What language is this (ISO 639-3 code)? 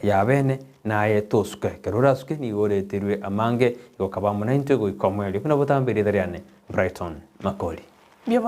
guz